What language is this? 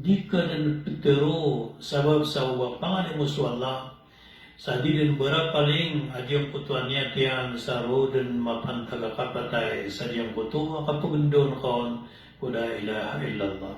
Maranao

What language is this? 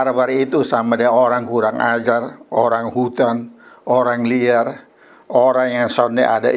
Kupang Malay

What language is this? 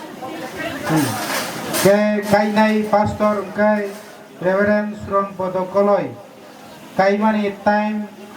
Kok Borok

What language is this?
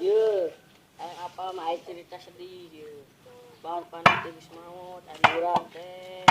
Sundanese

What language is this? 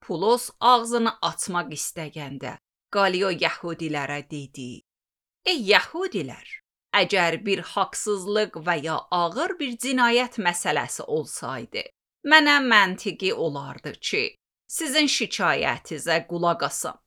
Azerbaijani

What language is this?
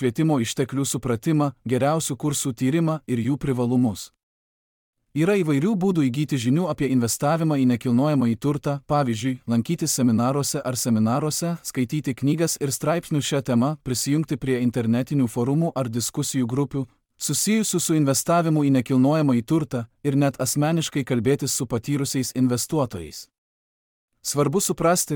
Lithuanian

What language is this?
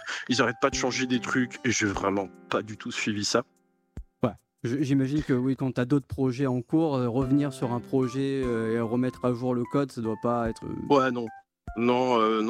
French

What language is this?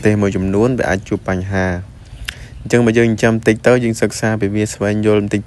Khmer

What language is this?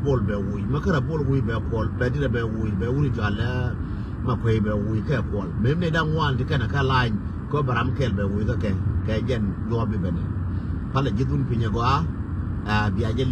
Nuer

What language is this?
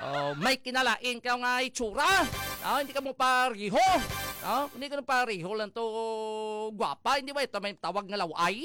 Hiligaynon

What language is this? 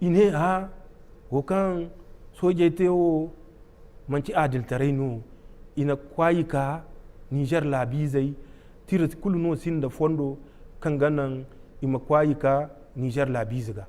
Zarma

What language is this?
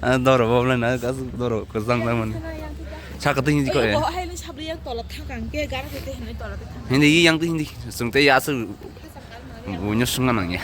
Kok Borok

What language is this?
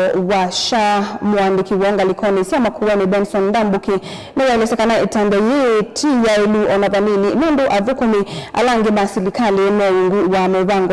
Kamba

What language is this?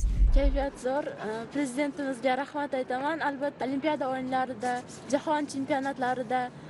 Kara-Kalpak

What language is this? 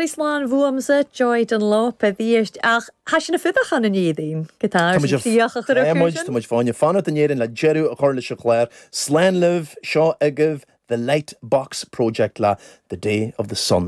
Irish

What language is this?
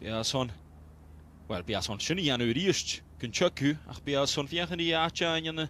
Welsh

